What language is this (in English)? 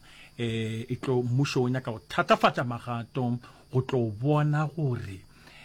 Northern Sotho